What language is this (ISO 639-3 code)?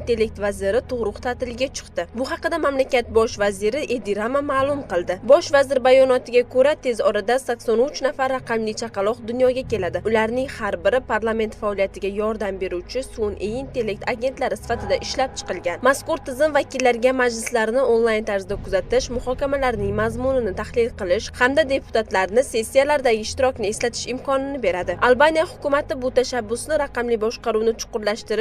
uzb